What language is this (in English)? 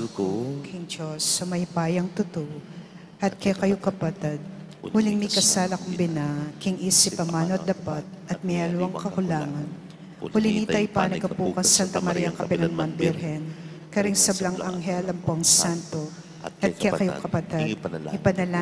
Pampanga